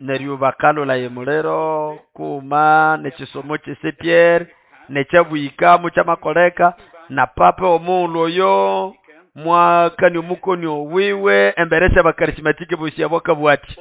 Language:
Nande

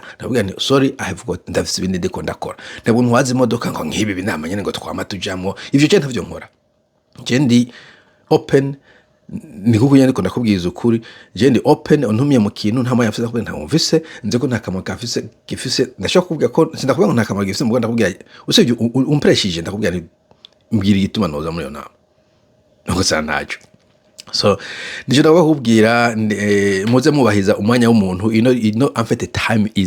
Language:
Rundi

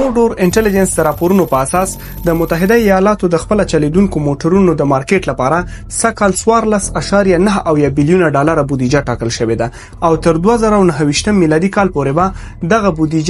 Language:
Pashto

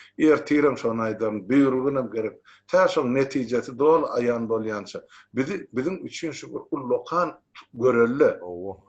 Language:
Turkmen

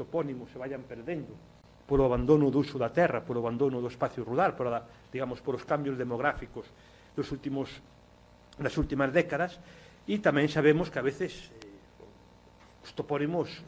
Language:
Galician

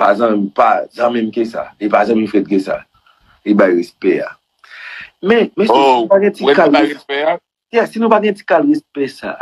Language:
Haitian Creole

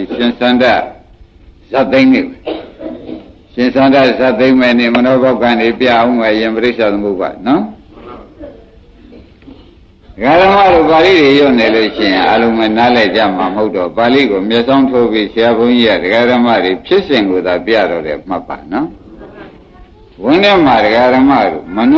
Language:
Burmese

